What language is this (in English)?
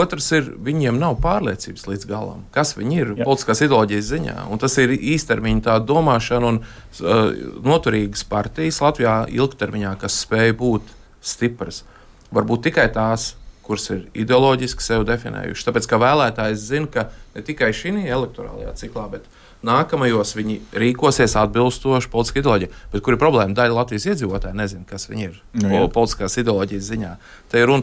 Latvian